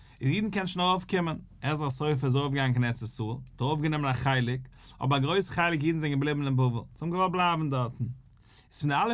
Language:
Yiddish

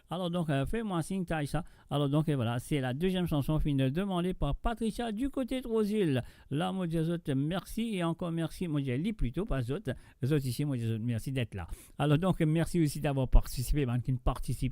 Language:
Morisyen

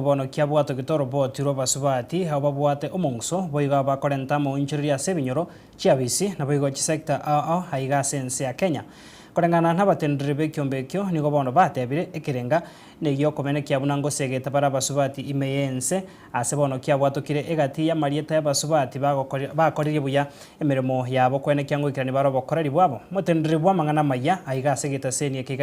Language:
Gusii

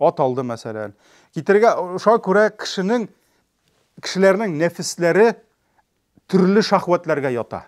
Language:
Tatar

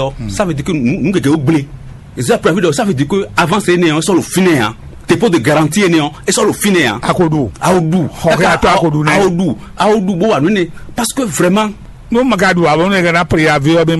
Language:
Fon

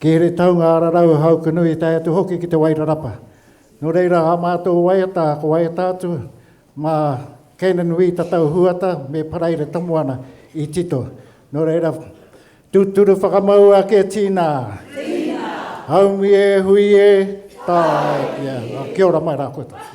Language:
Māori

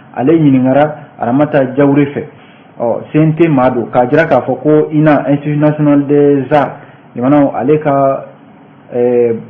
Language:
Bambara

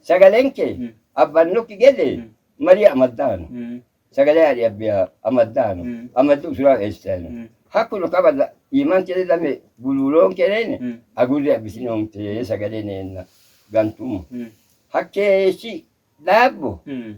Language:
Sidamo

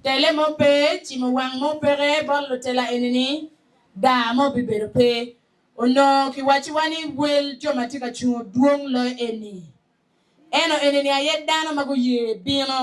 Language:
Acoli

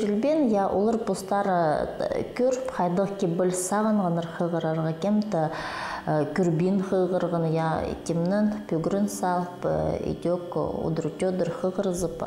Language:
Khakas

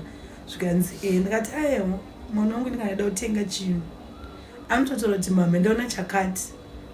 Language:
Shona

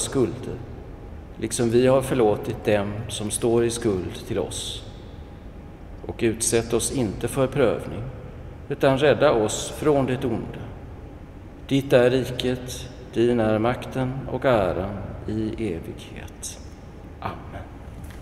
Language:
Swedish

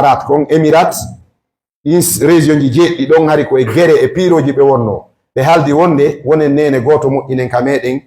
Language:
Fula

